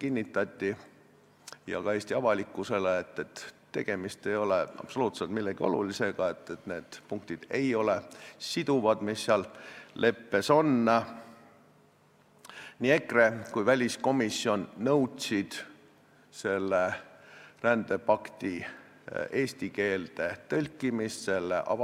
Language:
Estonian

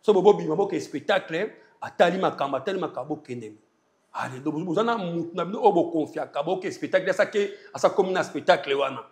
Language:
Lingala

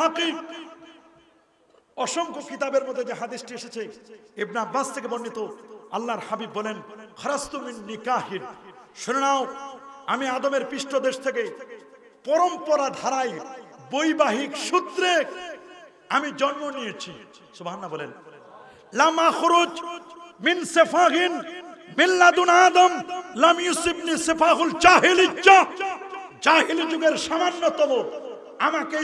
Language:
Bangla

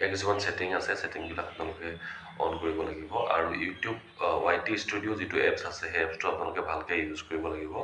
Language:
Assamese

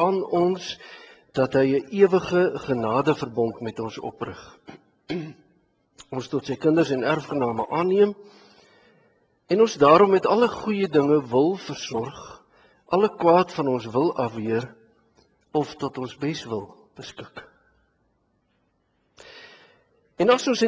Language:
Afrikaans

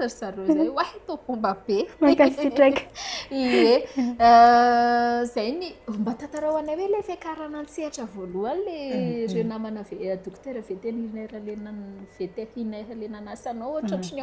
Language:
Malagasy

